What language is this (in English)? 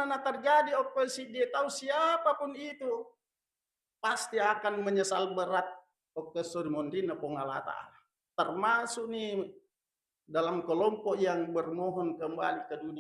Buginese